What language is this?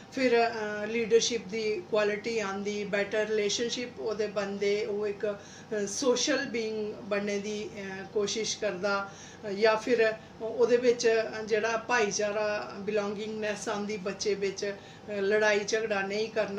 Dogri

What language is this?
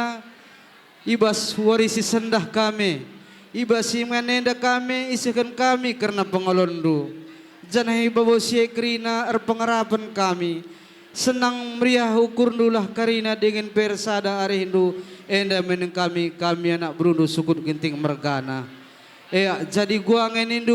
Batak Karo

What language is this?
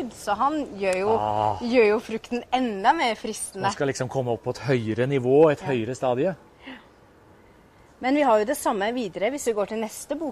Norwegian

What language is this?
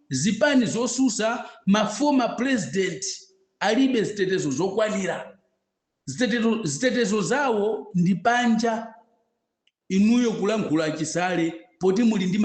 Nyanja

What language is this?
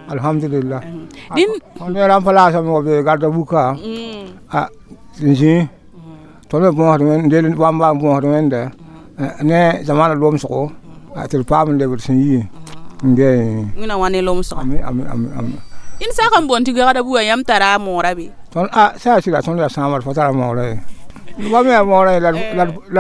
Mossi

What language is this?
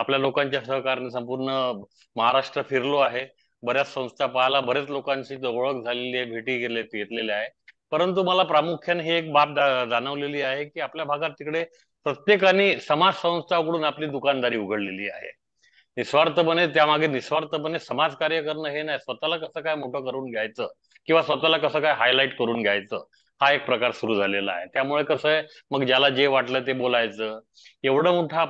Marathi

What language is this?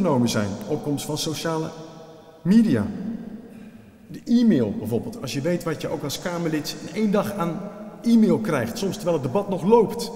Dutch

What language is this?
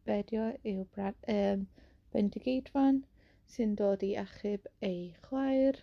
Welsh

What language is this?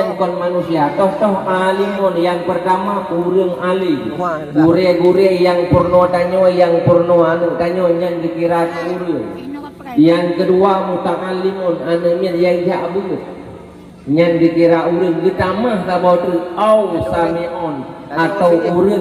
Achinese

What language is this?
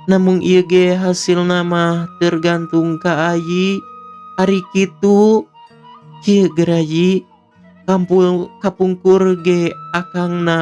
Sundanese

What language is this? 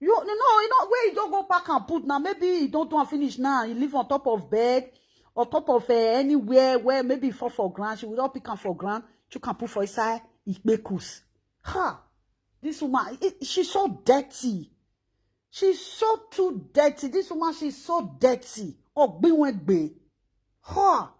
Nigerian Pidgin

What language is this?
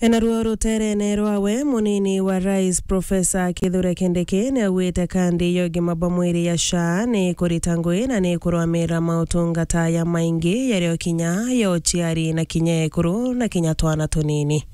Meru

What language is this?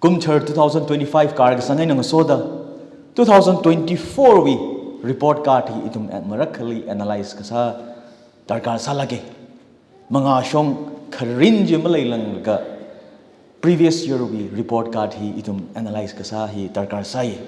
Tangkhul Naga (India)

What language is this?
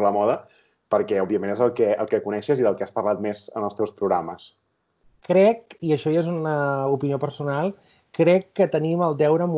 Catalan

